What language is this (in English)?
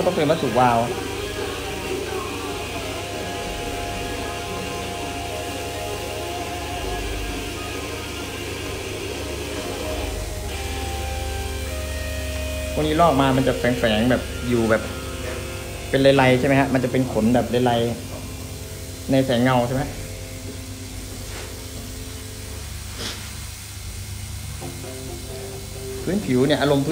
Thai